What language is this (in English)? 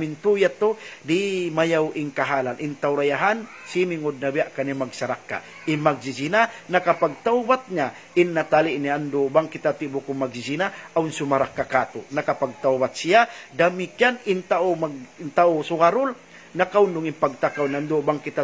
Tausug